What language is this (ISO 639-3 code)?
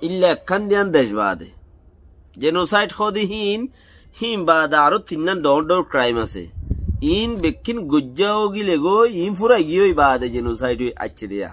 rhg